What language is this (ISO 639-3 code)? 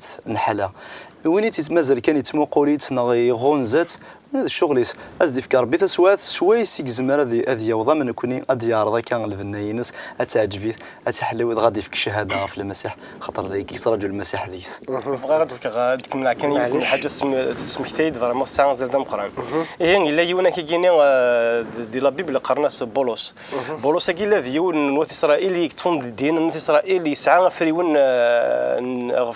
kab